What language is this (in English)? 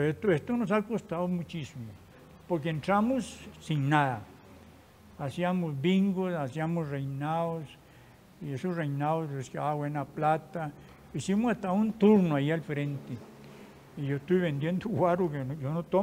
Spanish